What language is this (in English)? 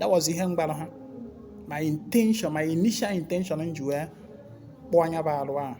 Igbo